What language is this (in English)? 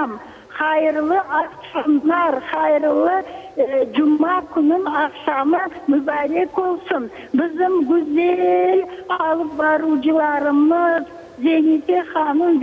Crimean Tatar